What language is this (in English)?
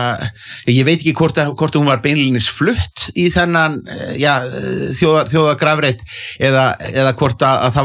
Icelandic